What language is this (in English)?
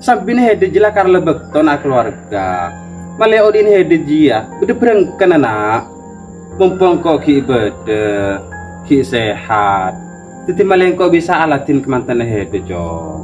Madurese